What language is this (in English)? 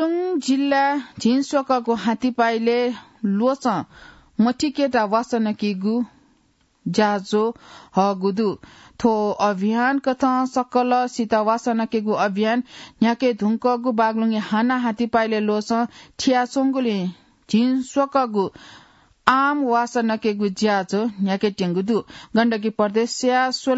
Newari